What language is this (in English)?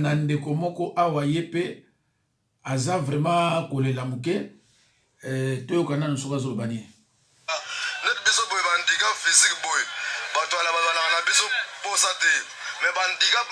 Lingala